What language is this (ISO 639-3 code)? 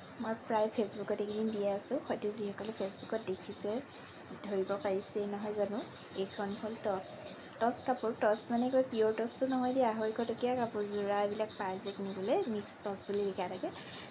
asm